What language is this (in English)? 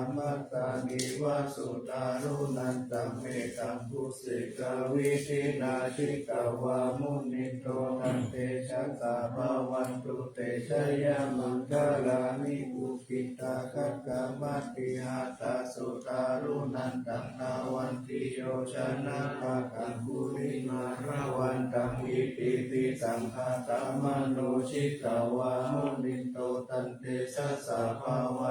Pali